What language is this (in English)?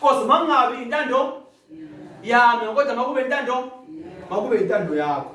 Zulu